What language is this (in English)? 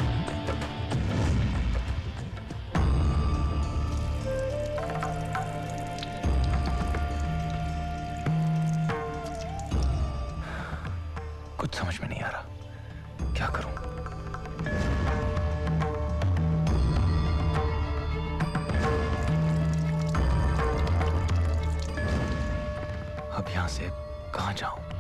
Hindi